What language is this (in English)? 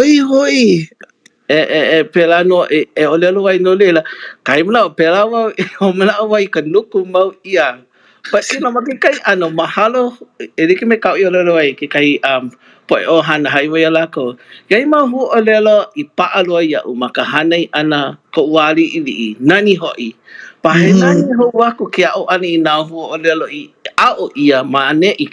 Hawaiian